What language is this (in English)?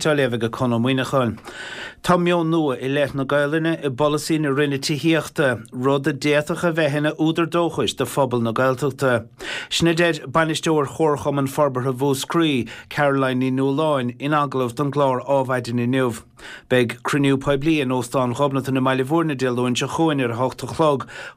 Irish